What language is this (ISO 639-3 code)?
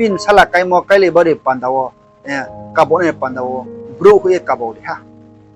ria